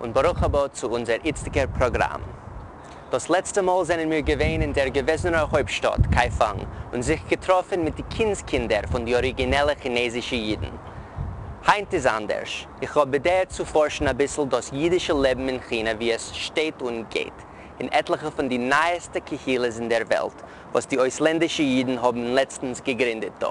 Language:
Yiddish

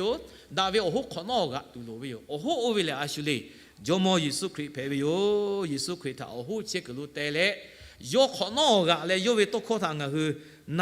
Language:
Lahu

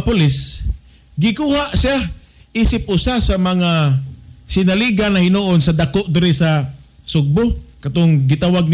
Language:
Cebuano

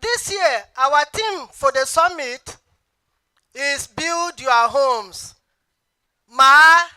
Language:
Tiv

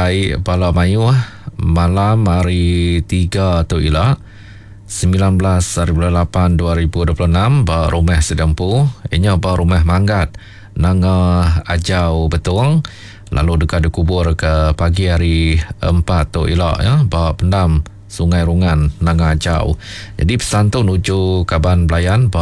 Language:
Iban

